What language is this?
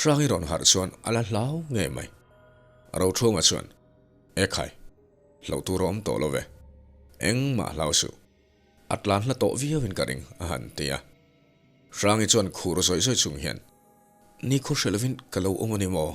Mizo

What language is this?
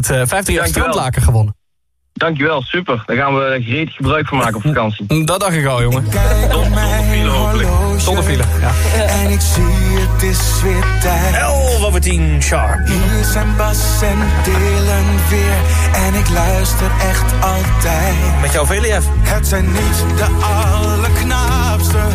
Dutch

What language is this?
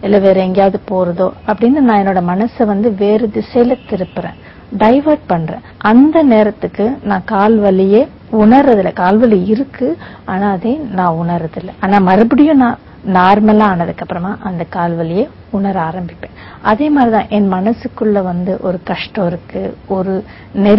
Tamil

